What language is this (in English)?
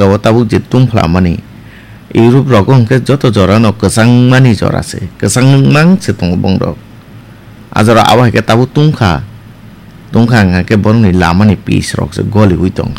Kok Borok